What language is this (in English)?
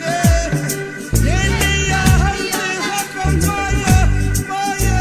Māori